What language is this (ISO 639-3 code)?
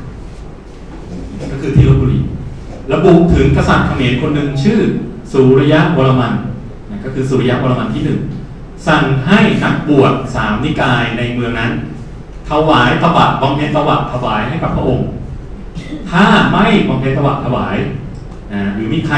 tha